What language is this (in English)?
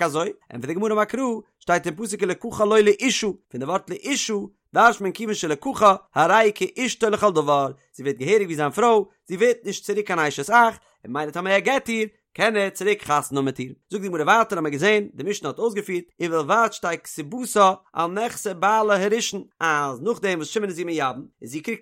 Yiddish